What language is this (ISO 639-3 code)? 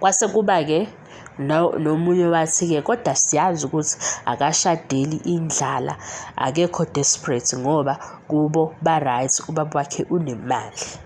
zul